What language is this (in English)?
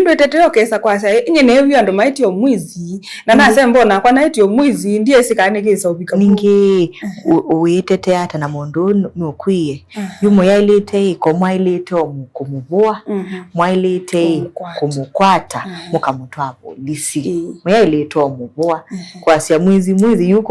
Kamba